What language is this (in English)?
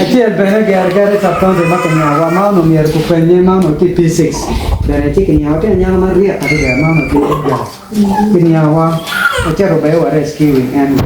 Acoli